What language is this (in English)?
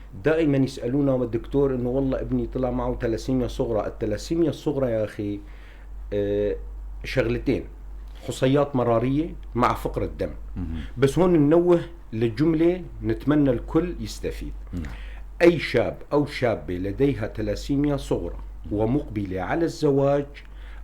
North Levantine Arabic